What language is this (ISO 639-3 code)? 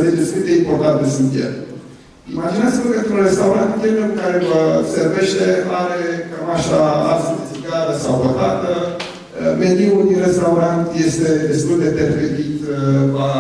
ron